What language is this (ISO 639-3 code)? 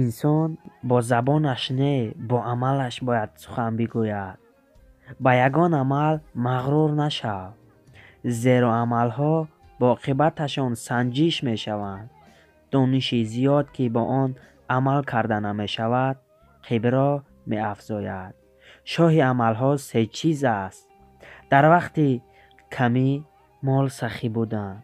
tgk